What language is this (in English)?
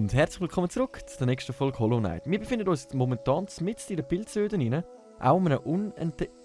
Swiss German